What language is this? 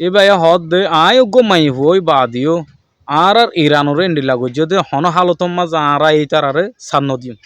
Rohingya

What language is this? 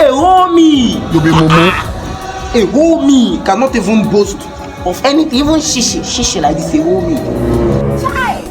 Nigerian Pidgin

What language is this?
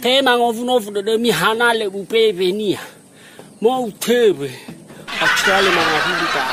Nias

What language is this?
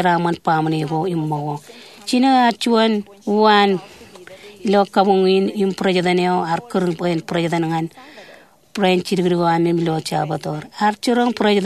Marshallese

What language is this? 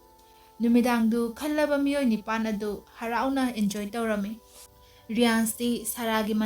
Manipuri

